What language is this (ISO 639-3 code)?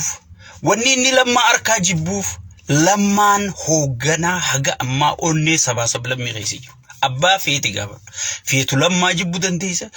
orm